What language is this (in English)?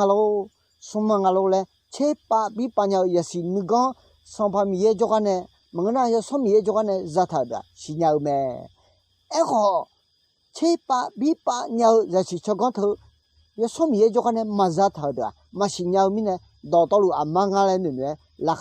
Akha